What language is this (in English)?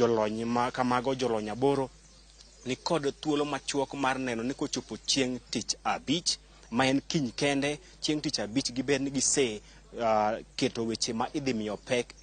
Luo (Kenya and Tanzania)